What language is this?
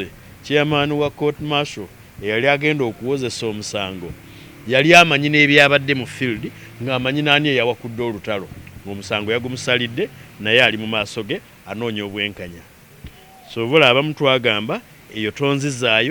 Ganda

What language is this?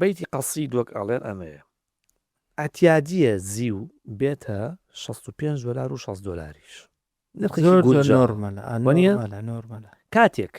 Central Kurdish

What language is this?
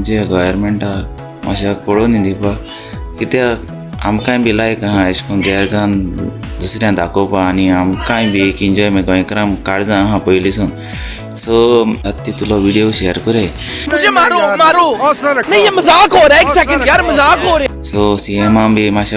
Konkani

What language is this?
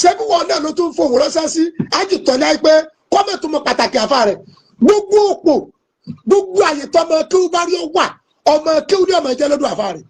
Yoruba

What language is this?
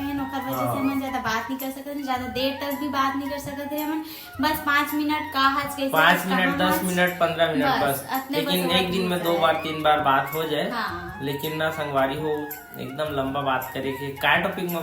Chhattisgarhi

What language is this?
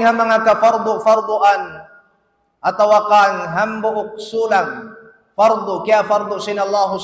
Tausug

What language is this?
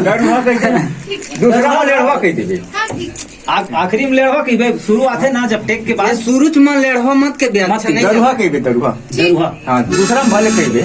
Chhattisgarhi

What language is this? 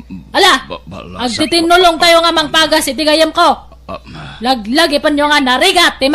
Iloko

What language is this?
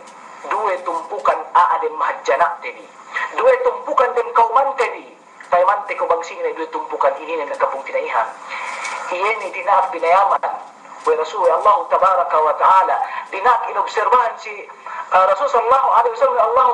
Yakan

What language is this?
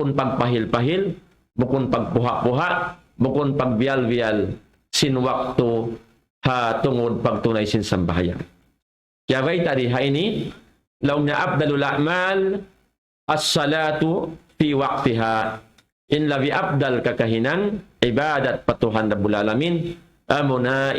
Tausug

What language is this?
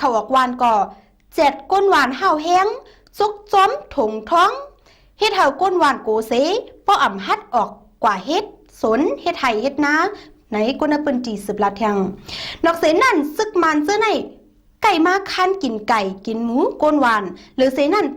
Shan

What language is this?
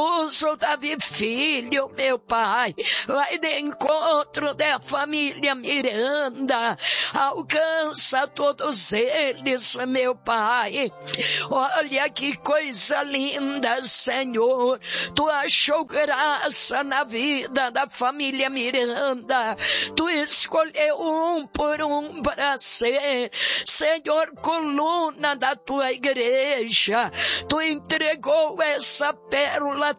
Portuguese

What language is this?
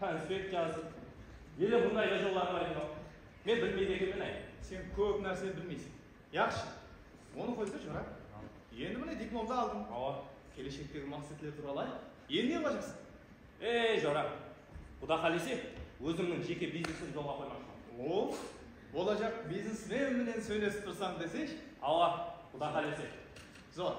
Kara-Kalpak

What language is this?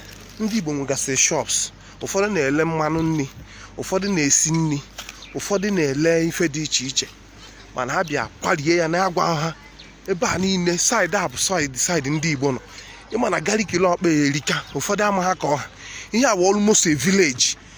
Igbo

